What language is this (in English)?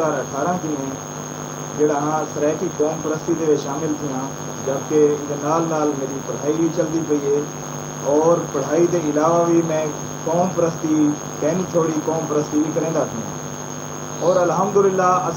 Saraiki